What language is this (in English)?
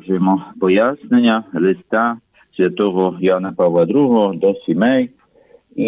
Ukrainian